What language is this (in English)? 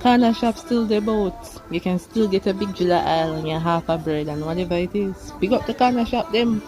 Jamaican Creole English